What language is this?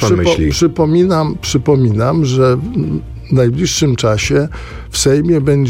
Polish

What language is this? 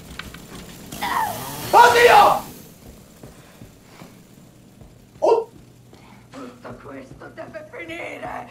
Italian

